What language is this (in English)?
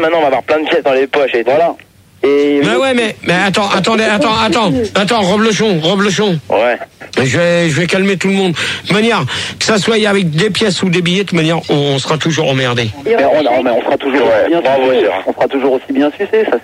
French